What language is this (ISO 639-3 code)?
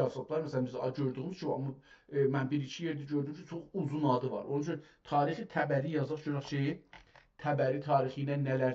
azb